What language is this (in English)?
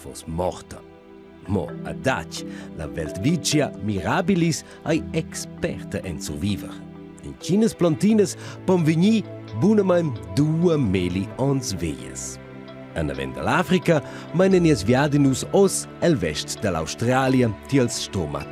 Romansh